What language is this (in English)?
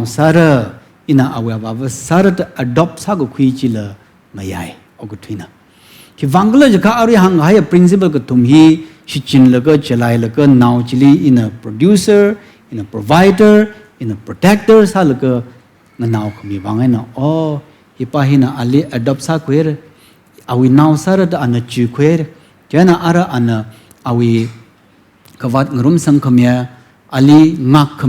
Tangkhul Naga (India)